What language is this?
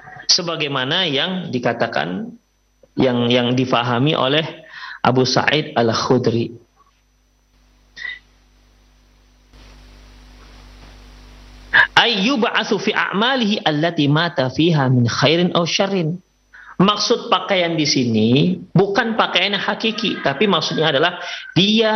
Indonesian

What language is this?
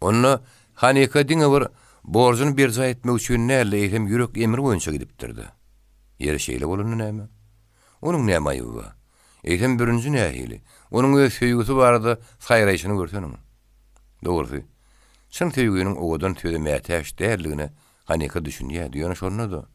Turkmen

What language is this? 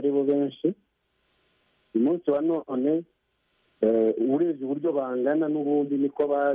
Kinyarwanda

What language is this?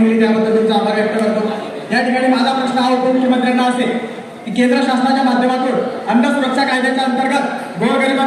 Marathi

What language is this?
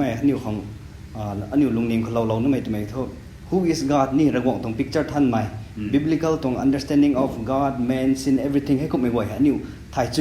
Rongmei Naga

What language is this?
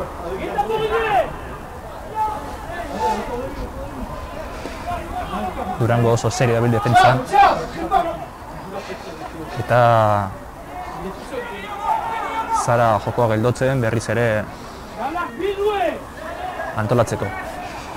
Basque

